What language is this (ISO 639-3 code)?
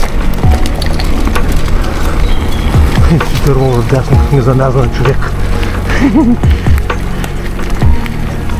bul